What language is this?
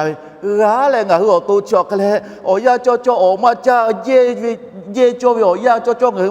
Lahu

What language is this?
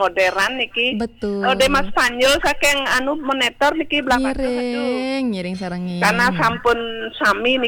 Balinese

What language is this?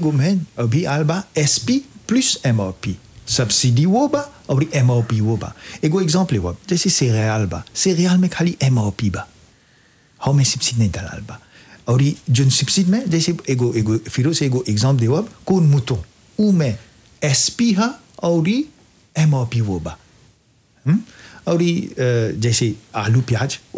Bhojpuri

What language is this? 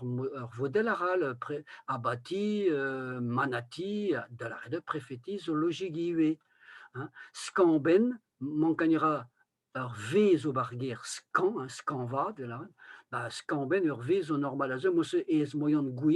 Breton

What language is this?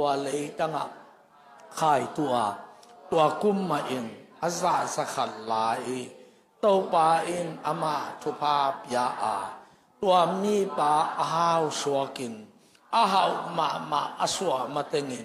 Tedim Chin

